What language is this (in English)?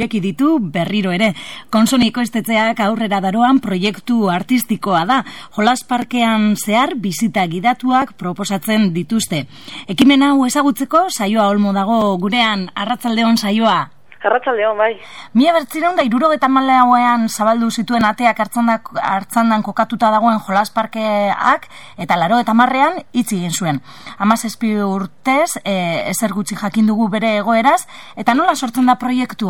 Basque